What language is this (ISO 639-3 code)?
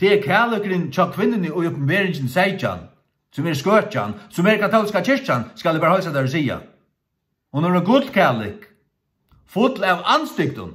fao